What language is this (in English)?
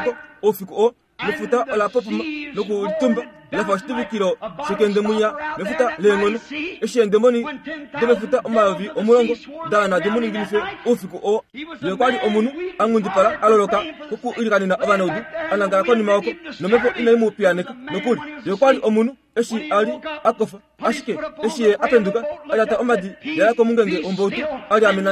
Kuanyama